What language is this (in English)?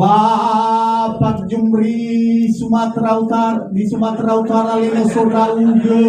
Nias